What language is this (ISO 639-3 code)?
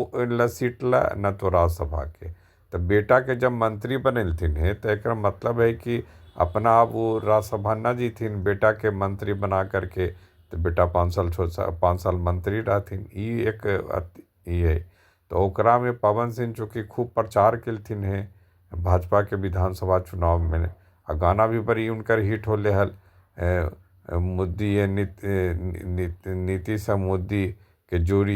mag